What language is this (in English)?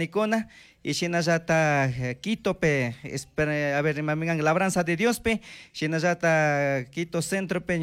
Chimborazo Highland Quichua